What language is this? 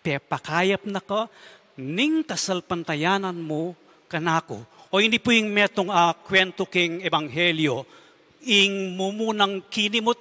Pampanga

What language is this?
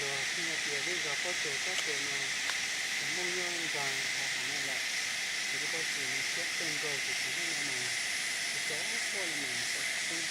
Hmong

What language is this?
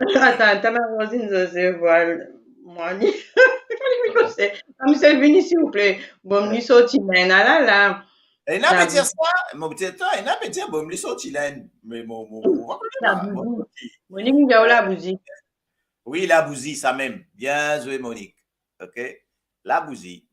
Morisyen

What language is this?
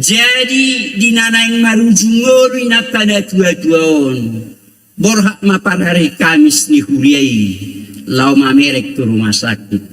Batak Toba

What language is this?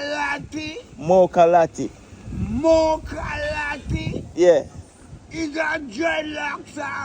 Jamaican Creole English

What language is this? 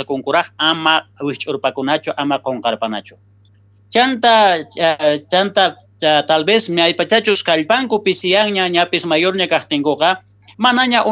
South Bolivian Quechua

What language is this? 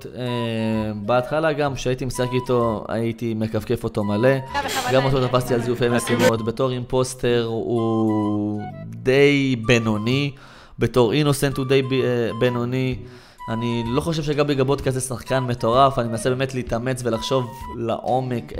Hebrew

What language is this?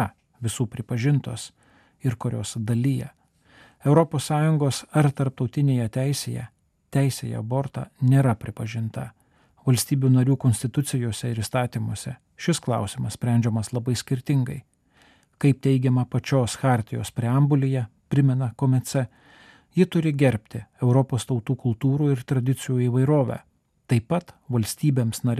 Lithuanian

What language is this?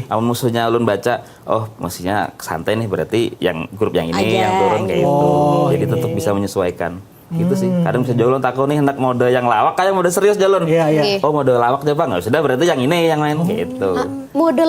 Banjar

